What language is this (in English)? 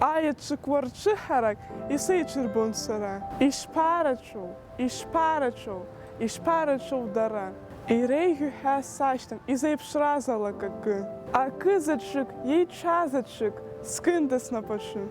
Abkhazian